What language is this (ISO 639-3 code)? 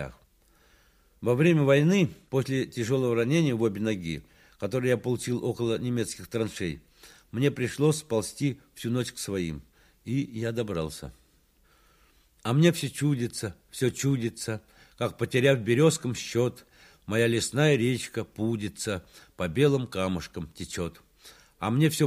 rus